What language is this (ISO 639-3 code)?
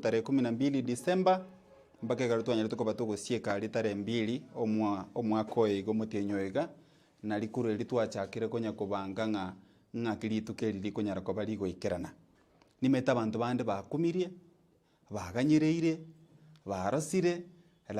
guz